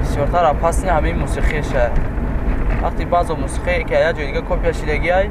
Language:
Tajik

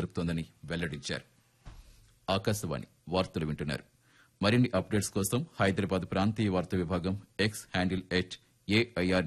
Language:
Telugu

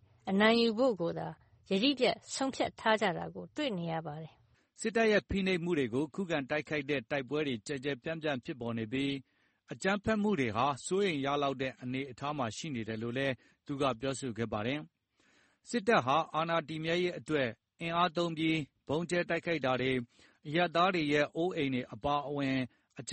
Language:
Burmese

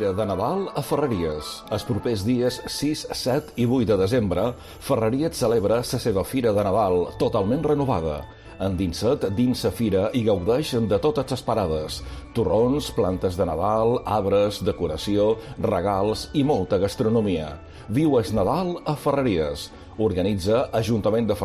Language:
Catalan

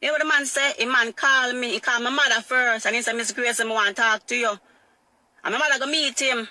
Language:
Jamaican Creole English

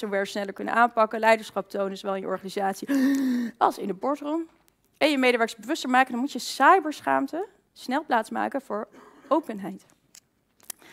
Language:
Dutch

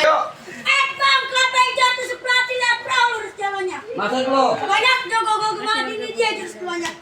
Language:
Betawi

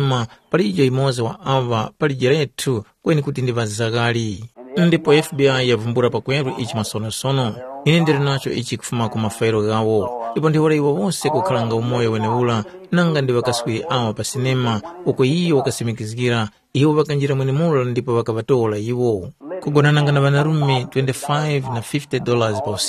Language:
Tumbuka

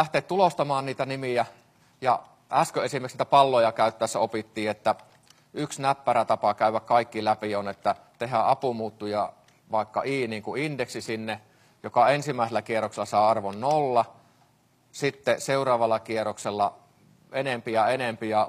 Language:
Finnish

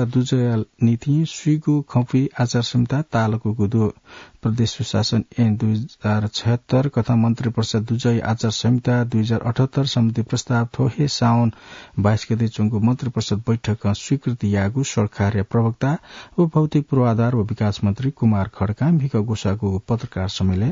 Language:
Newari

